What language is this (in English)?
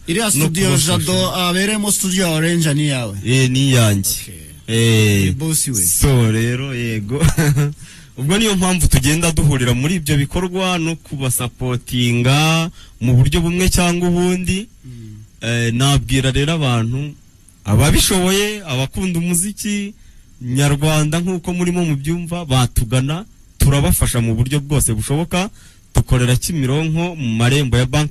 Kinyarwanda